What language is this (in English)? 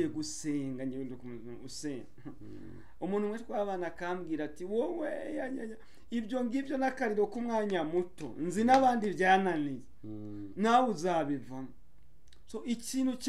Kinyarwanda